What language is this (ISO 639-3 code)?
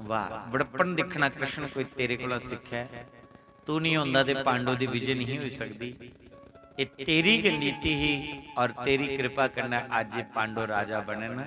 doi